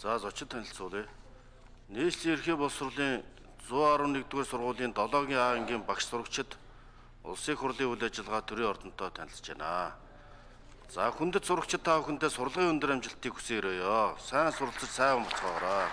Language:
Mongolian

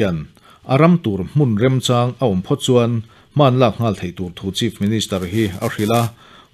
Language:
Mizo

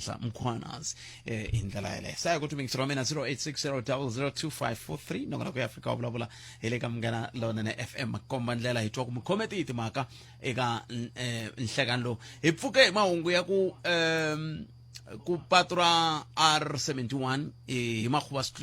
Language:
Tsonga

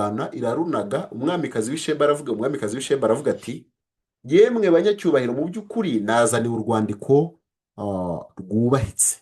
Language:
Kinyarwanda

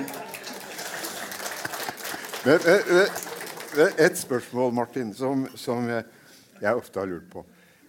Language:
Norwegian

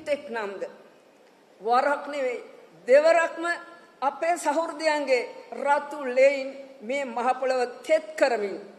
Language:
Sinhala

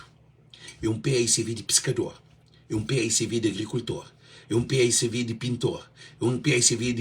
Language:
Kabuverdianu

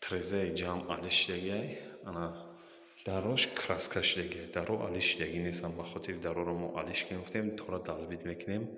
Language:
Tajik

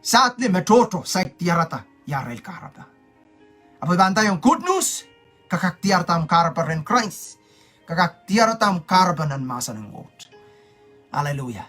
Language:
Pohnpeian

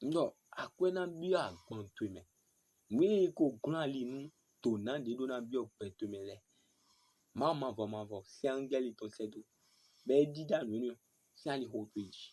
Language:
Fon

